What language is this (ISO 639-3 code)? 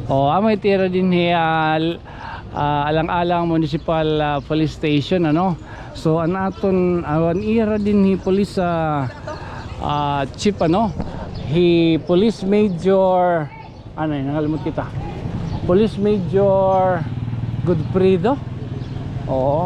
war